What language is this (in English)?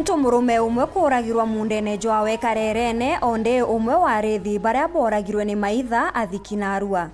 Meru